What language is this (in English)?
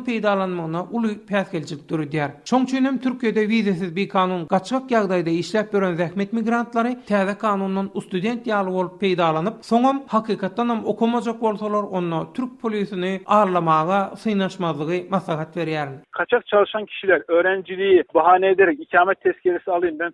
Turkmen